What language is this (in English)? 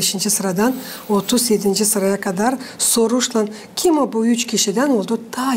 Gagauz